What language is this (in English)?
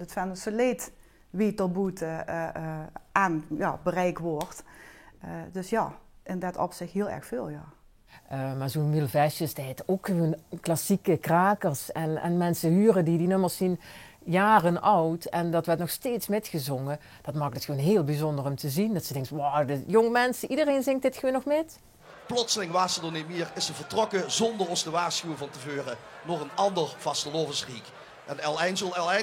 Limburgish